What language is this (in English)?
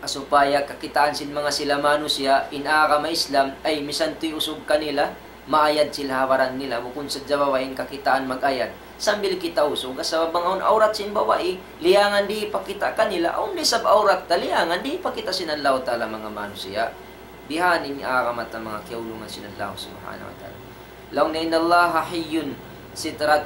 Tausug